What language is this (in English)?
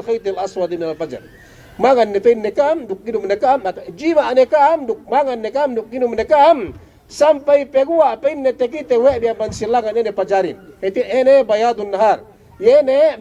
Yakan